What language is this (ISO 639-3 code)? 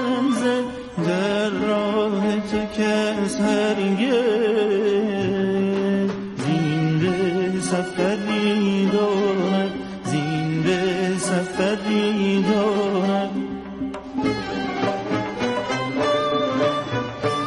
fas